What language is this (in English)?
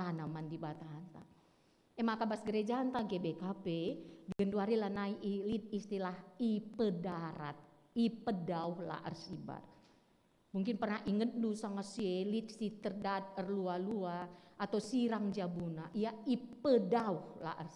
Batak Karo